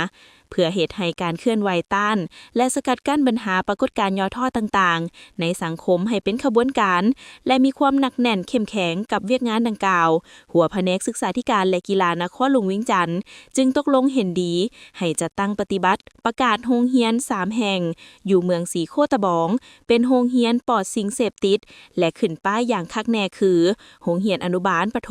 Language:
Lao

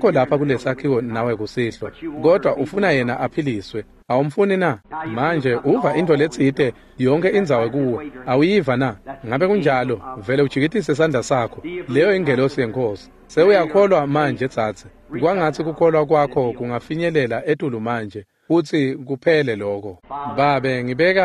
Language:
Swati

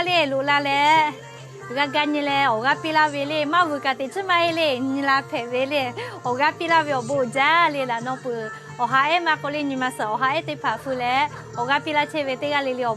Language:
Lahu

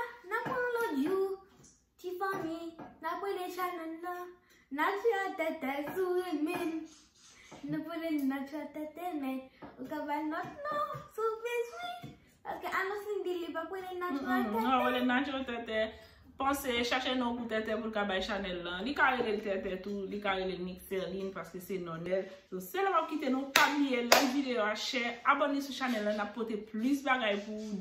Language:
Haitian Creole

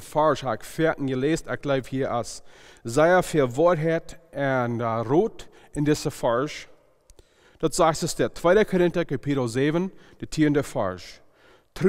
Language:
Plautdietsch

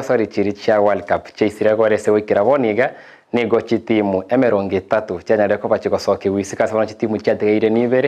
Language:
Gusii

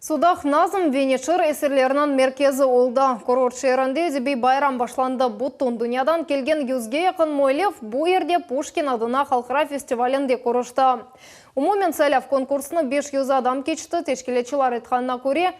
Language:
Crimean Tatar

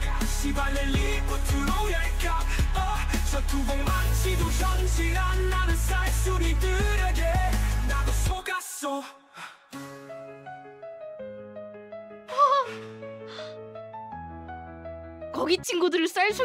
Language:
Korean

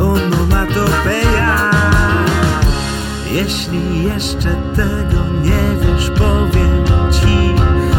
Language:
Polish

